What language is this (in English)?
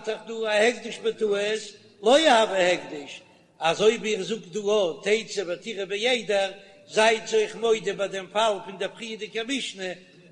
Yiddish